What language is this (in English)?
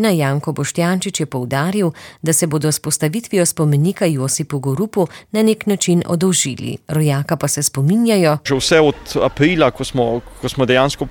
Slovenian